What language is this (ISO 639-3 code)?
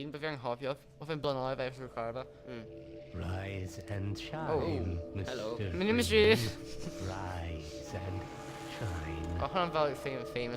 cym